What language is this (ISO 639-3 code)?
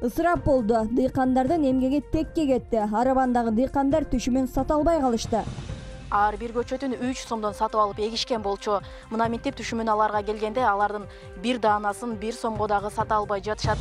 kir